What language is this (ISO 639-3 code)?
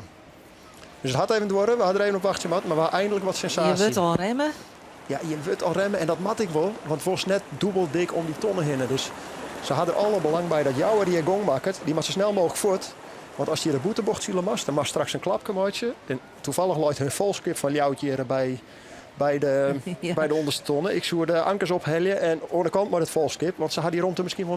fry